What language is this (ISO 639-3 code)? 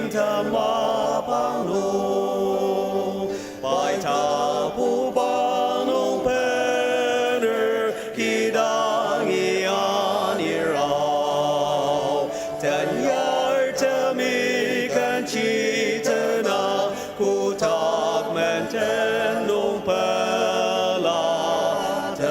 njo